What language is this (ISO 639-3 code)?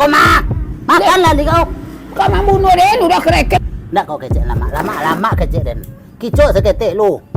min